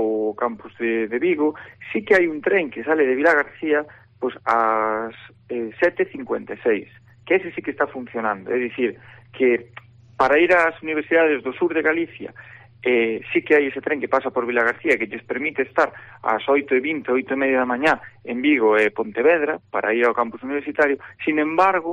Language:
Galician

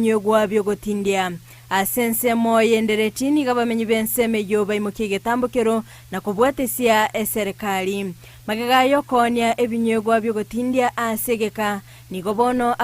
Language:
Gusii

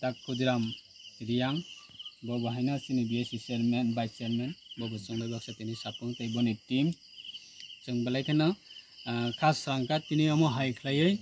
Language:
Kok Borok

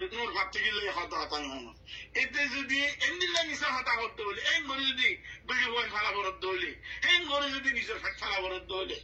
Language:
Rohingya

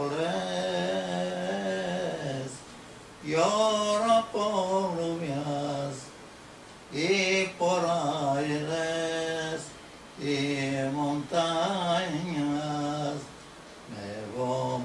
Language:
Ladino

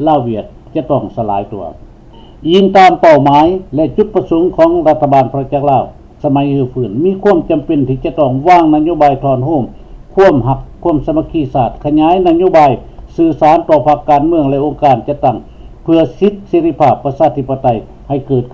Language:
Lao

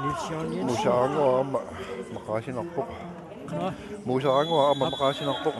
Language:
Kalaallisut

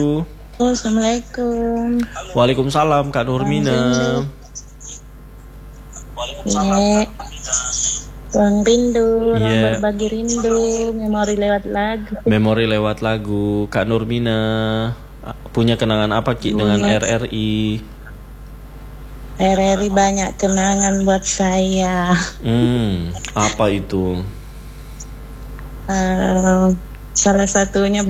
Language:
Indonesian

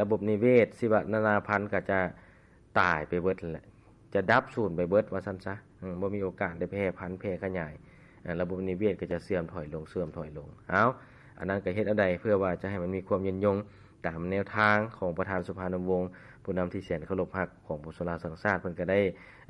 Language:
Lao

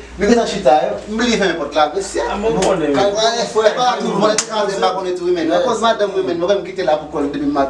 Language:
Haitian Creole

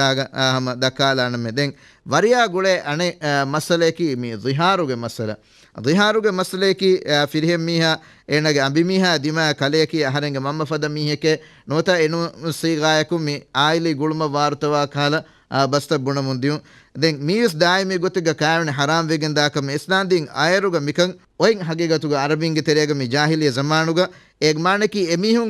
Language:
Divehi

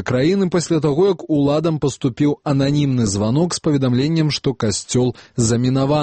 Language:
Belarusian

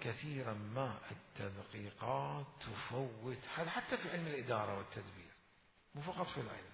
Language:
Mesopotamian Arabic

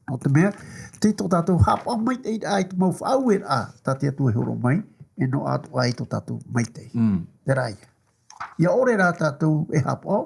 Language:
Tahitian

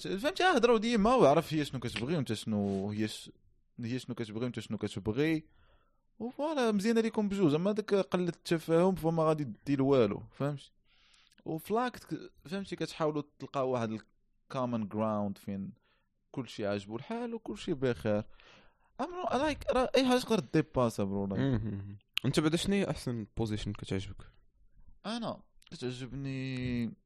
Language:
Moroccan Arabic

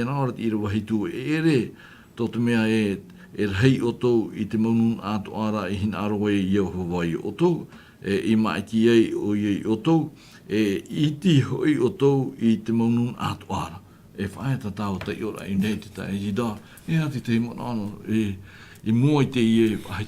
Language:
Tahitian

